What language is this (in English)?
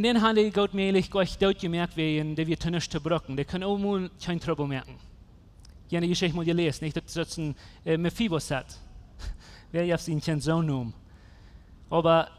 Plautdietsch